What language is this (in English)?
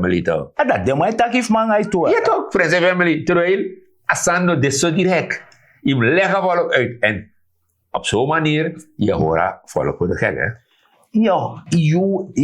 Sranan Tongo